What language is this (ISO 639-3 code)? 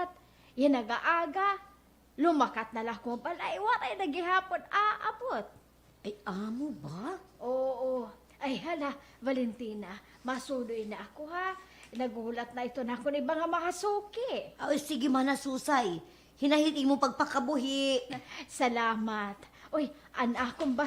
war